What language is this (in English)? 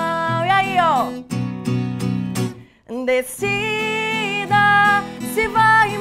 Portuguese